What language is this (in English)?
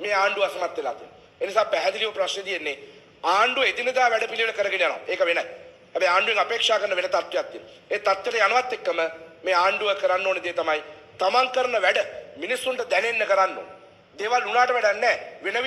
Sinhala